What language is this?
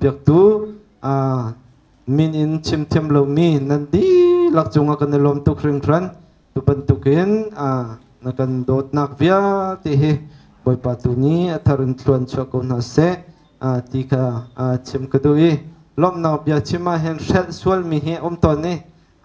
Hakha Chin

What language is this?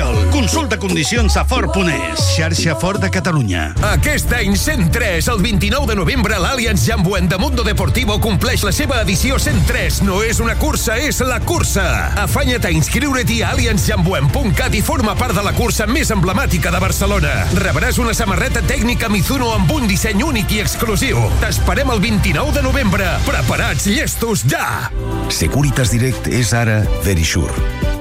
Catalan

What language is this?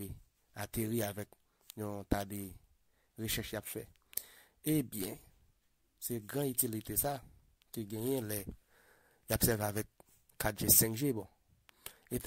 Haitian Creole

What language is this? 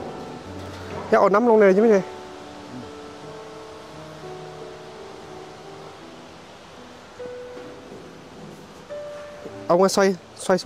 Vietnamese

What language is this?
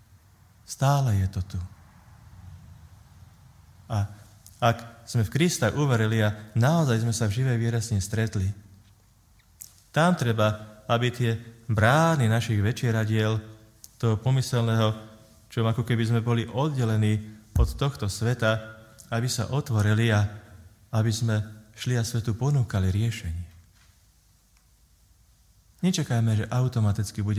Slovak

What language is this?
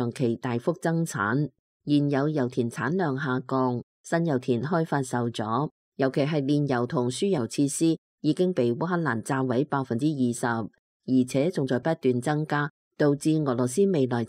Cantonese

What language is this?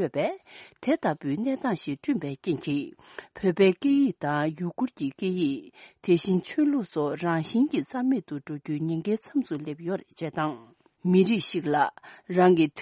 Tibetan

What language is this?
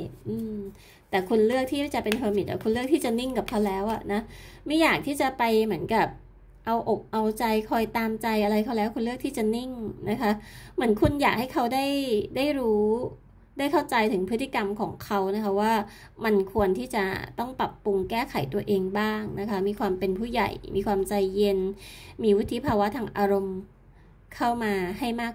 Thai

